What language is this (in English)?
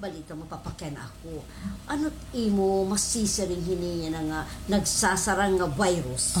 Waray